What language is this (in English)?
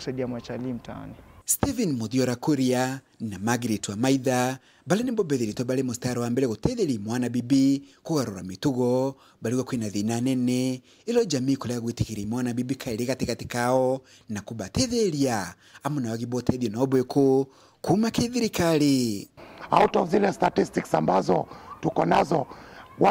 Meru